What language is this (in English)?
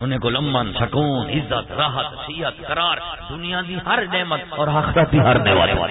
Saraiki